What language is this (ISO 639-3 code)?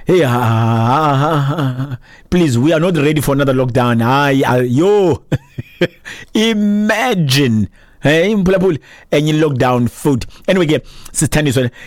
xho